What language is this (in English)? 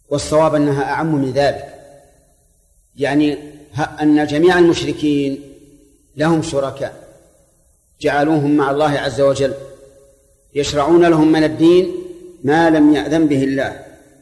Arabic